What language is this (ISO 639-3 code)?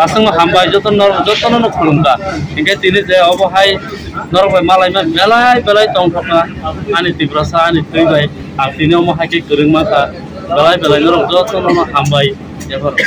trp